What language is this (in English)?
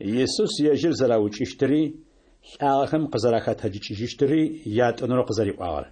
Adyghe